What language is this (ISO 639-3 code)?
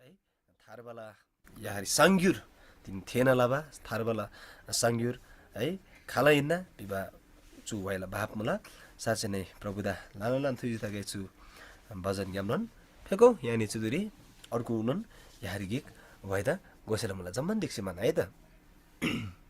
taj